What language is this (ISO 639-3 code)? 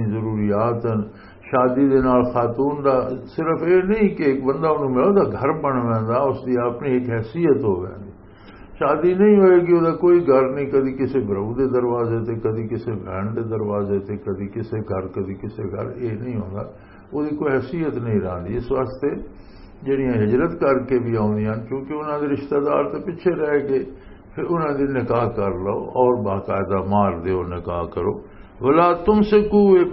lah